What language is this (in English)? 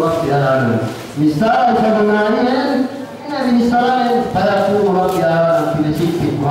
Yakan